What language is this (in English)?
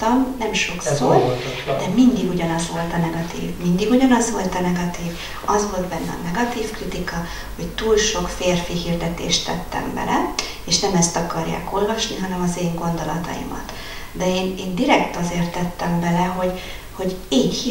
Hungarian